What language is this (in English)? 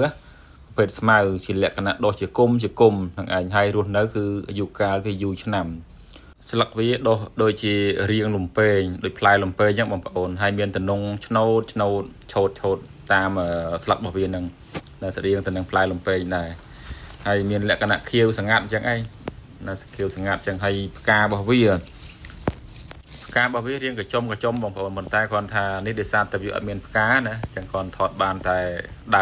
Khmer